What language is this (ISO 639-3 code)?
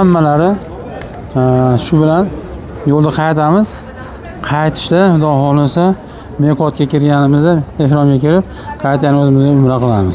uzb